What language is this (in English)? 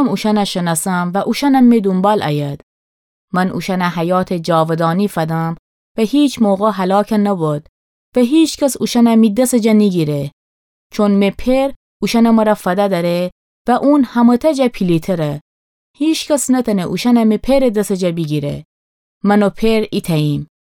Gilaki